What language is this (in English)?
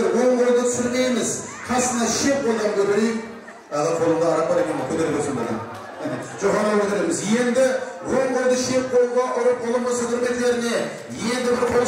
Kara-Kalpak